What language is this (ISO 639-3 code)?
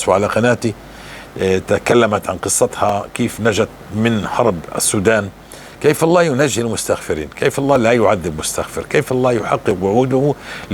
apc